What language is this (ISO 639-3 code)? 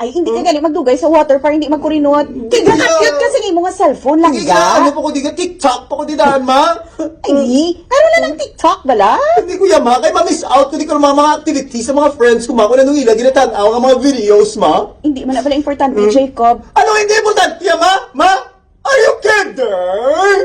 hil